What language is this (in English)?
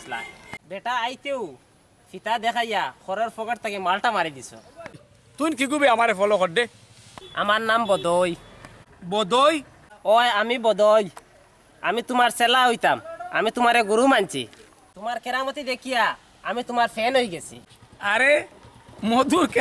Sylheti